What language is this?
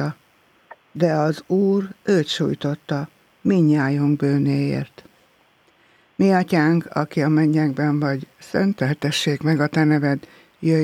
Hungarian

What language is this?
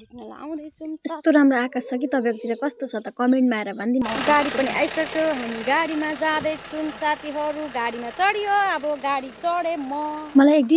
Nepali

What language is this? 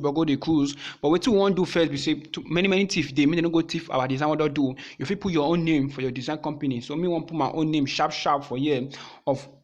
Nigerian Pidgin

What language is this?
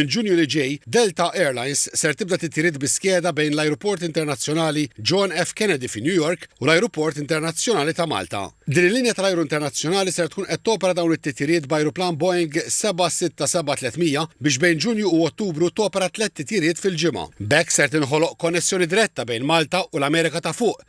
Maltese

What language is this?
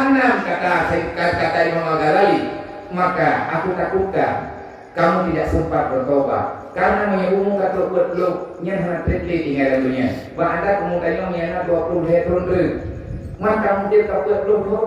Achinese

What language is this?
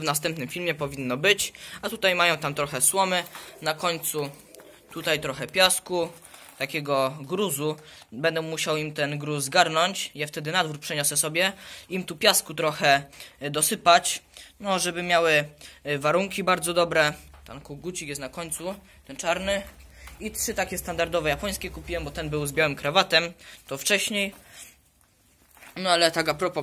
Polish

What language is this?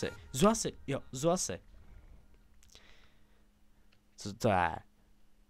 Czech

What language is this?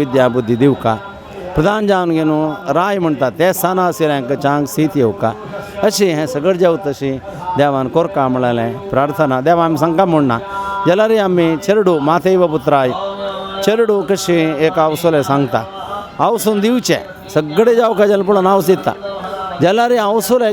Konkani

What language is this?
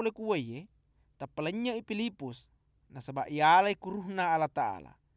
Buginese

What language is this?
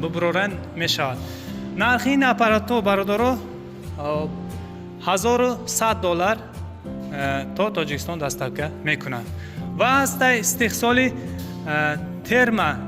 Tajik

